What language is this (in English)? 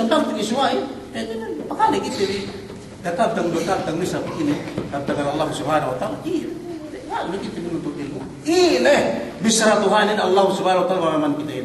Yakan